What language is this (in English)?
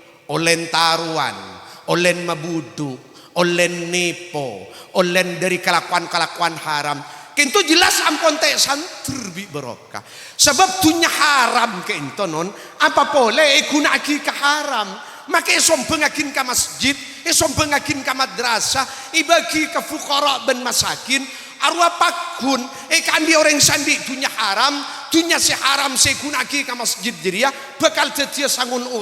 Madurese